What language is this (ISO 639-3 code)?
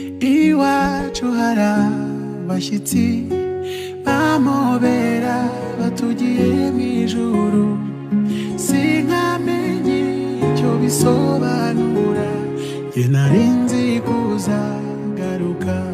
kin